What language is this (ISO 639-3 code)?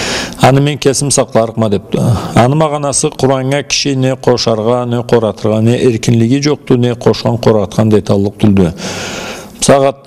krc